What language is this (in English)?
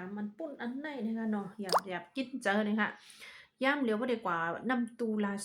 Shan